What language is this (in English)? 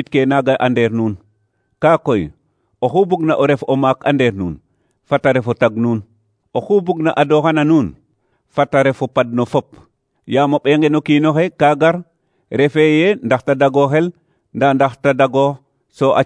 Serer